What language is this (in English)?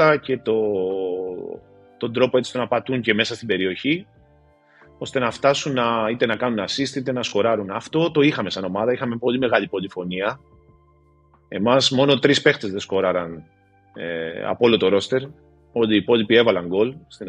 Greek